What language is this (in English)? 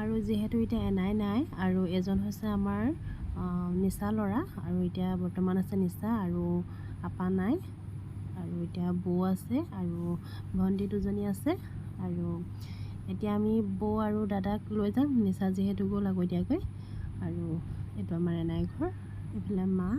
Assamese